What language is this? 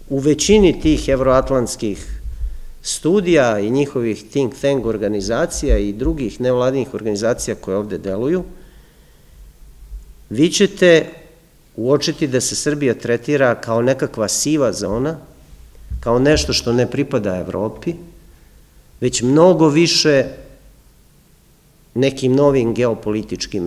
Serbian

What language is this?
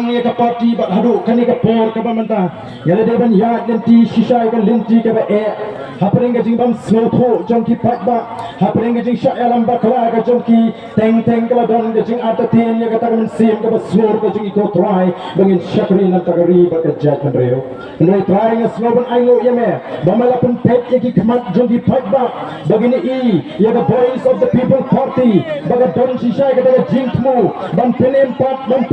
Khasi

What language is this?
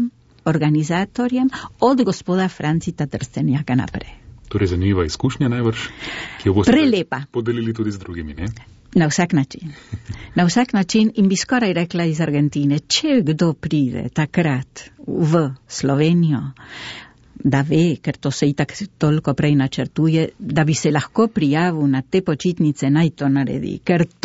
Slovenian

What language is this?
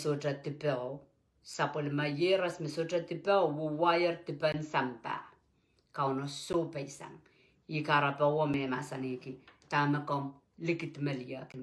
Pohnpeian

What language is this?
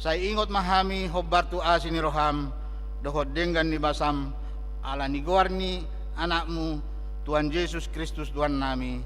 Batak Toba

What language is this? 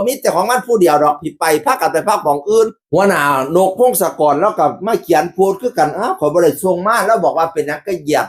Northeastern Thai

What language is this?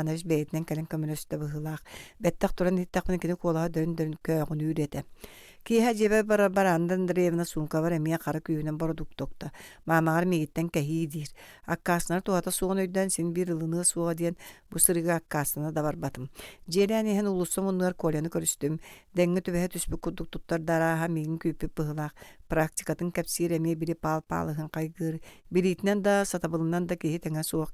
Yakut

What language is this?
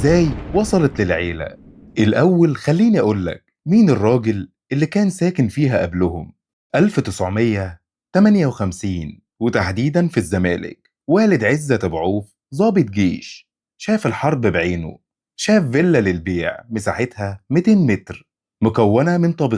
Egyptian Arabic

